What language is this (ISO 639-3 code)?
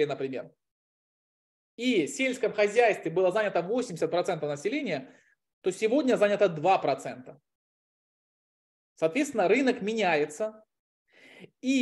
rus